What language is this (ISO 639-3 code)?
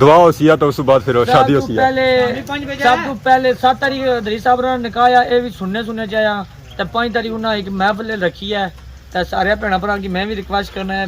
phr